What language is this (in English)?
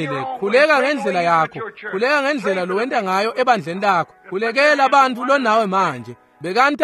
Swati